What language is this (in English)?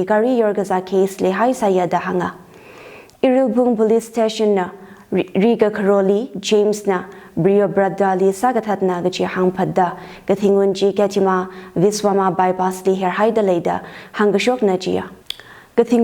Tangkhul Naga (India)